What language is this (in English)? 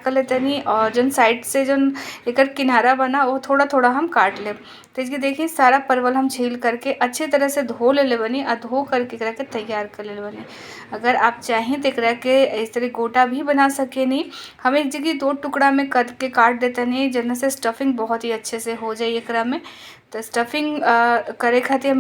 Bhojpuri